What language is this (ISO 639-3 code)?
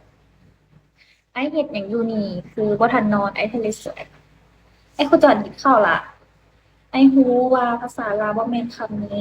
lao